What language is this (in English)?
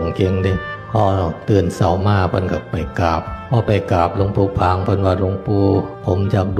Northeastern Thai